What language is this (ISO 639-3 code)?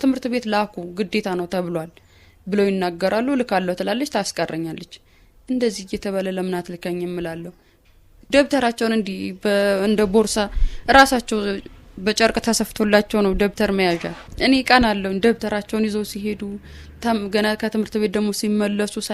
amh